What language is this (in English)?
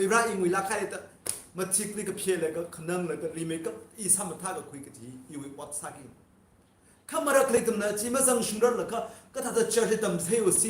Tangkhul Naga (India)